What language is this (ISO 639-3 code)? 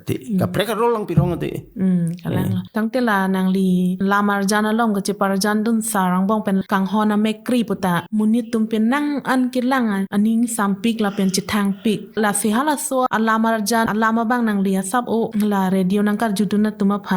mjw